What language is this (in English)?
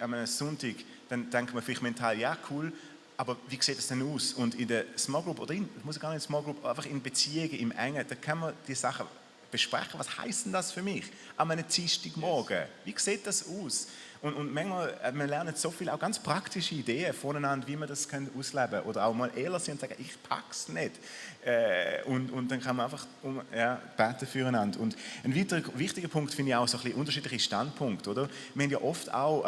Swiss German